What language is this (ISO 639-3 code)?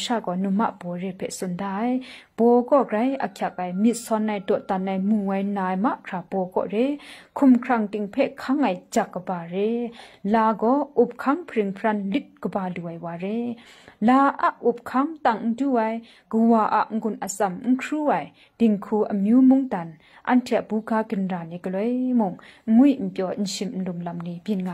kac